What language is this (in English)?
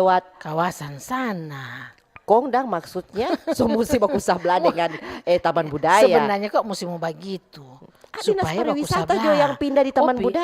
Manado Malay